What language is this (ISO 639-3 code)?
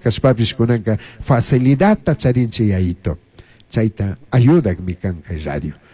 qug